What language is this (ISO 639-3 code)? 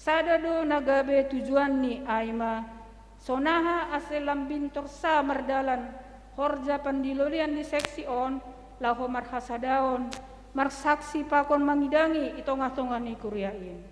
bts